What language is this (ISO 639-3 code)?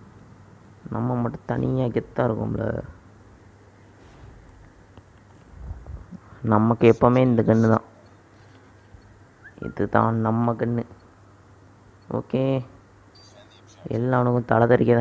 tam